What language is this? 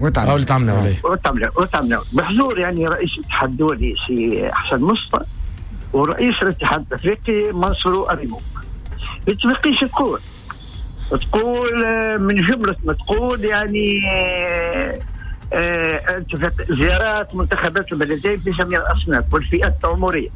Tunisian Arabic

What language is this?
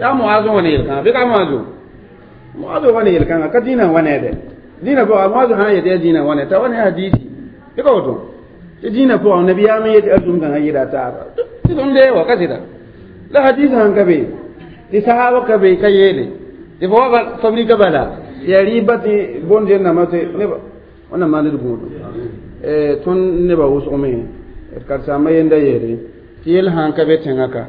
Mossi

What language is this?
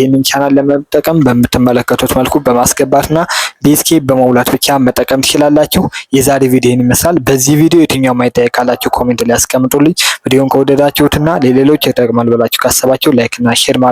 Amharic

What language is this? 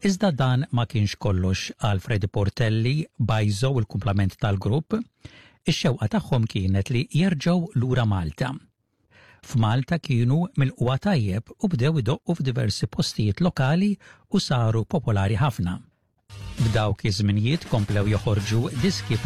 Maltese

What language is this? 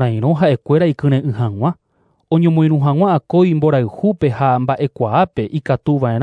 Guarani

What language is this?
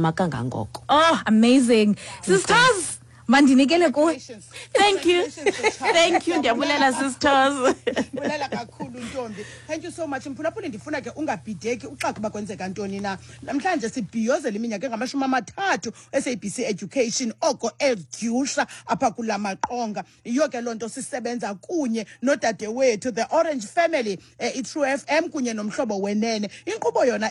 Xhosa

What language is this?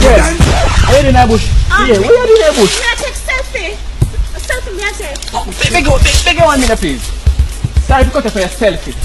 Jamaican Creole English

